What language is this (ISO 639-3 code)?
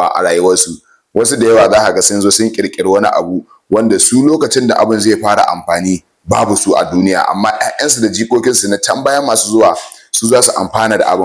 hau